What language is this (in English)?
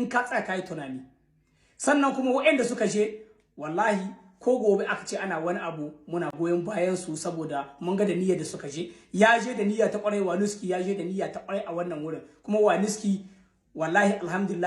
Hausa